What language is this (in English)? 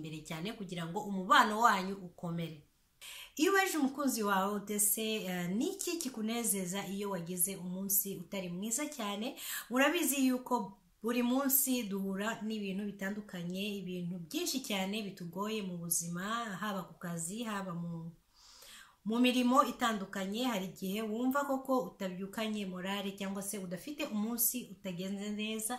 Kinyarwanda